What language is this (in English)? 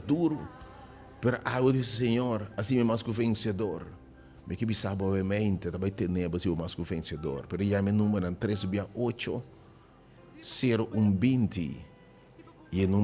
Papiamento